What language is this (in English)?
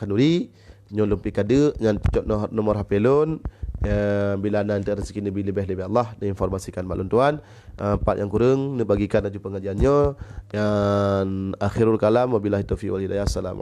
Achinese